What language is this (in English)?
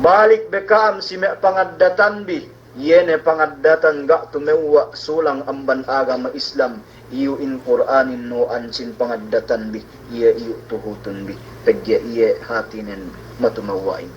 Yakan